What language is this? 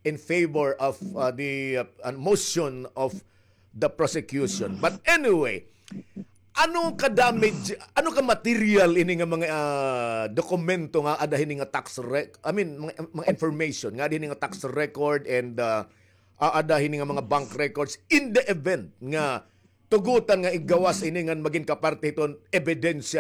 Waray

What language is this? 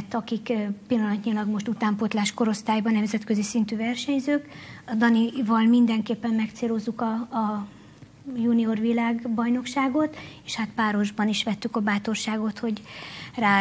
Hungarian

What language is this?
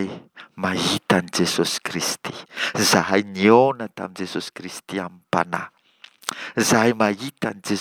Malagasy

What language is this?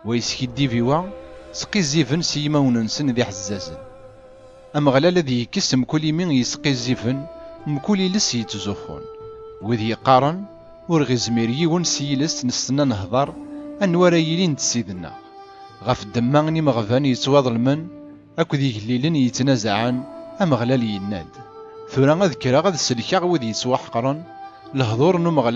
Kabyle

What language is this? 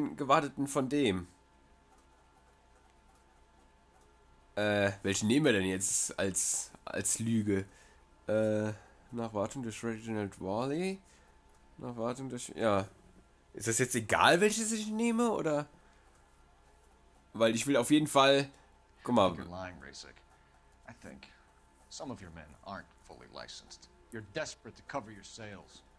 German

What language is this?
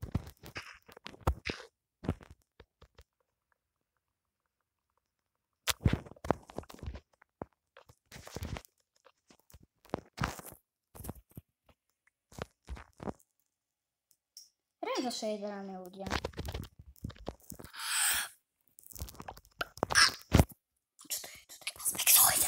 Slovak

